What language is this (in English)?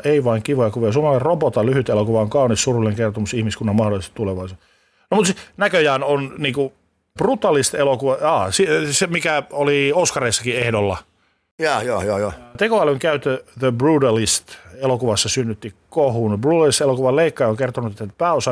Finnish